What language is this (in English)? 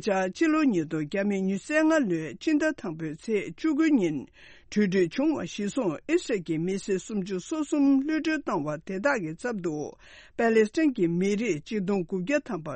Tibetan